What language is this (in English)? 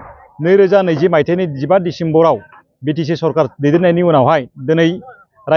Bodo